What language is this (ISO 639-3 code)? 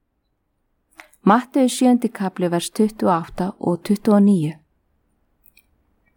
isl